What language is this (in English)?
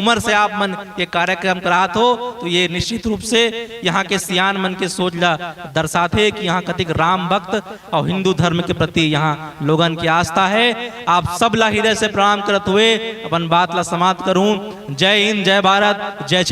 Chhattisgarhi